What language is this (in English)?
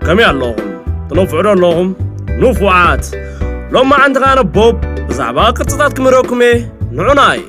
Tigrinya